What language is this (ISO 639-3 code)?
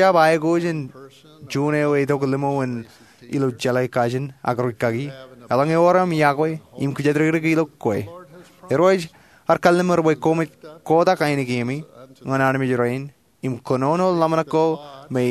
mah